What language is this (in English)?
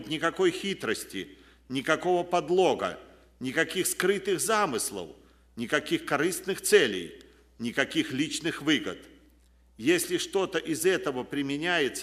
Russian